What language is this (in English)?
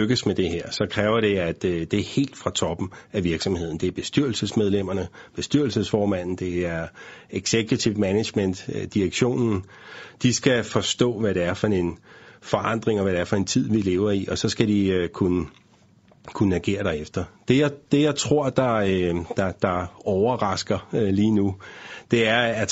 Danish